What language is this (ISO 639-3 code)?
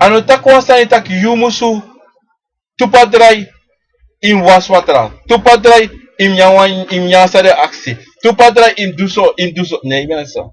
srn